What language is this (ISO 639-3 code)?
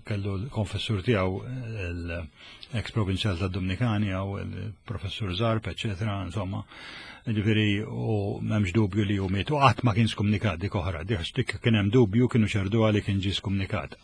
mlt